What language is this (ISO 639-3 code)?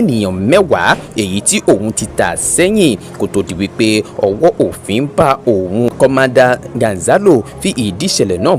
yor